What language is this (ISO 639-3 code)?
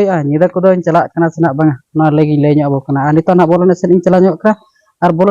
sat